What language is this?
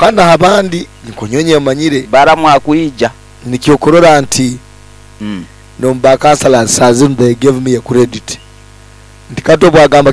Nyoro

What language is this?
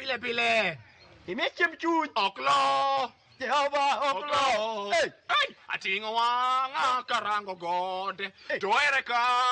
Luo (Kenya and Tanzania)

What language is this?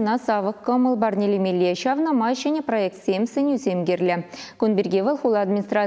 Chuvash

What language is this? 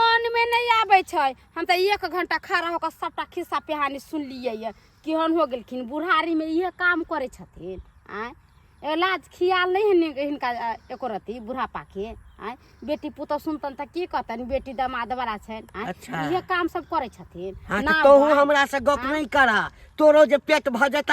Maithili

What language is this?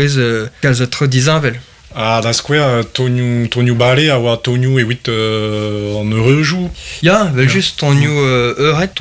Breton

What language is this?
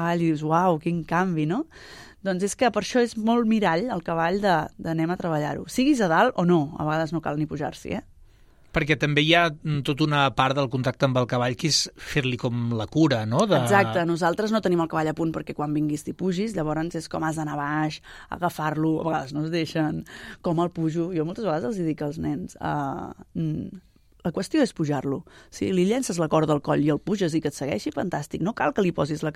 Catalan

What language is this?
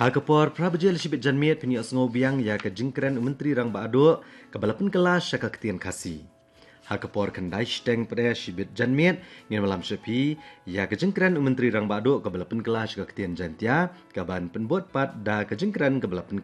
Khasi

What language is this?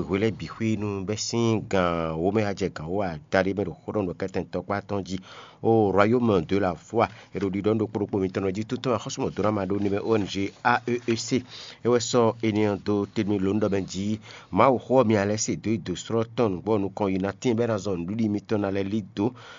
Fon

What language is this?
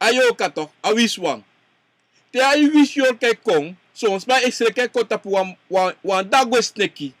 Sranan Tongo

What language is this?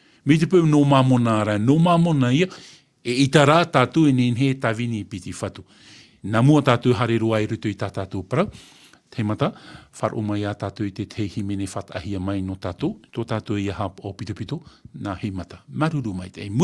Tahitian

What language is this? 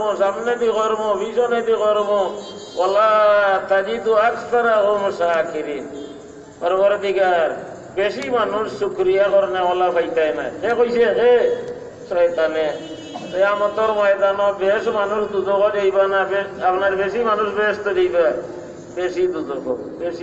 Sylheti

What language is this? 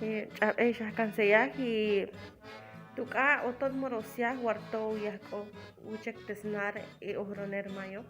Chortí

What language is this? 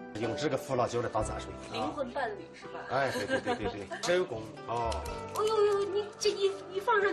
Chinese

